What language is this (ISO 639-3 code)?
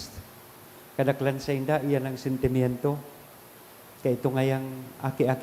bik